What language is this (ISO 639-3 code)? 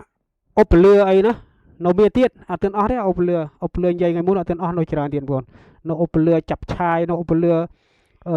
khm